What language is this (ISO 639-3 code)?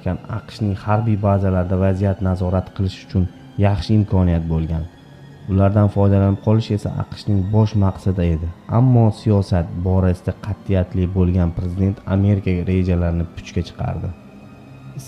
uzb